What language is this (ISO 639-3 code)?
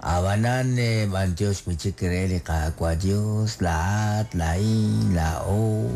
kek